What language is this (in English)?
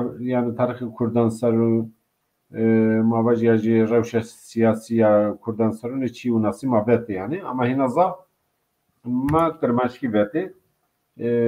Zaza